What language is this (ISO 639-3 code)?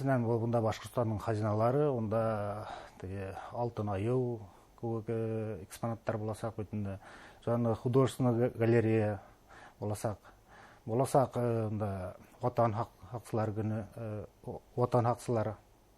bak